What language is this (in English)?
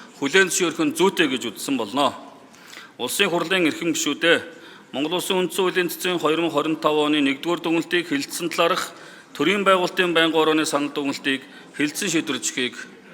Mongolian